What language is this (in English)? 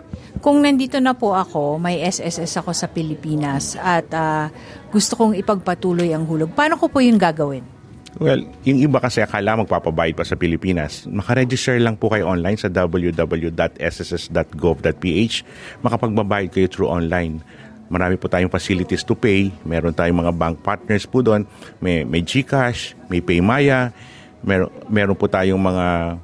Filipino